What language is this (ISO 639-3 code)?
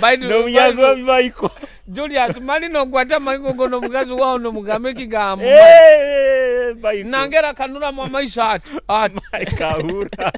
nyo